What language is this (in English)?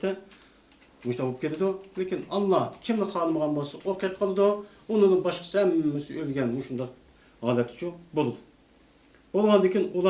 Uyghur